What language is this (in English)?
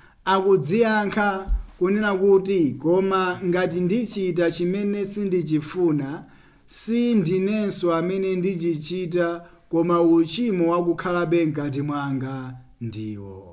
Nyanja